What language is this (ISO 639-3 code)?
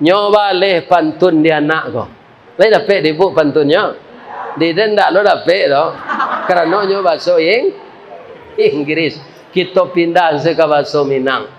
min